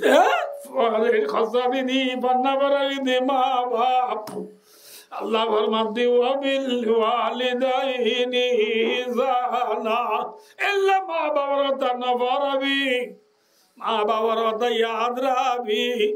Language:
Rohingya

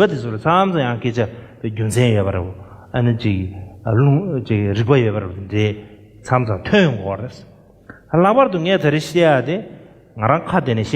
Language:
Tibetan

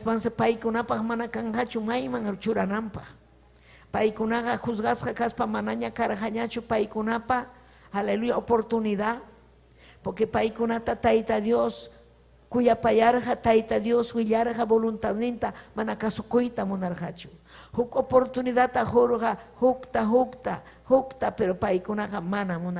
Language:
Ayacucho Quechua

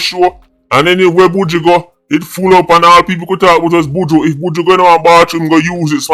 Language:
Jamaican Creole English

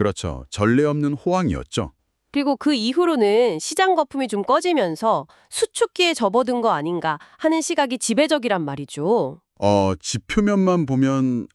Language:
Korean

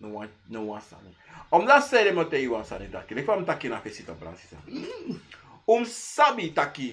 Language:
Sranan Tongo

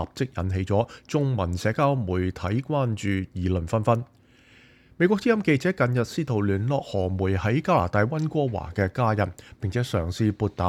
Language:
Cantonese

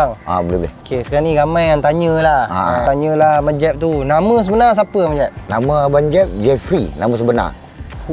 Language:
Malay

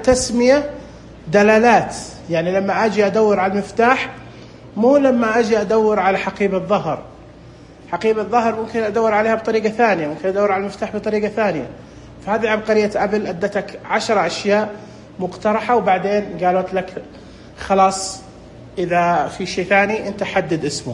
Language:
Najdi Arabic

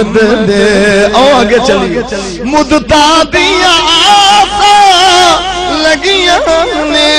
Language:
Saraiki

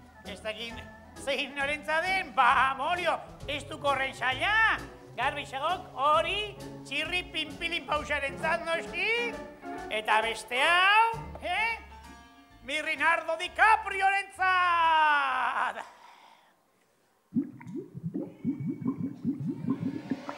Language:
Basque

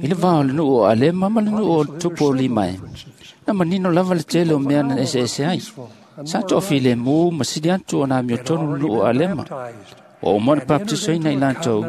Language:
Samoan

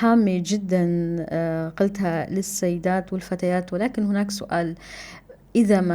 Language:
North Levantine Arabic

